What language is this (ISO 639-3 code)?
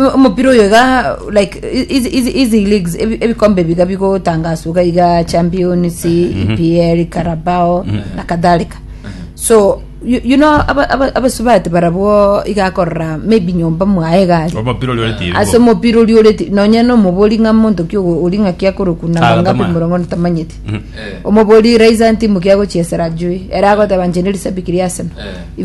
guz